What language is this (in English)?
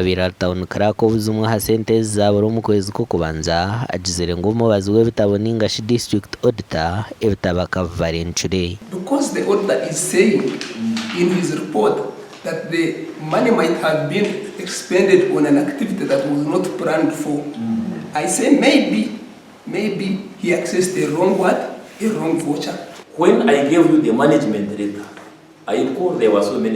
Nyankole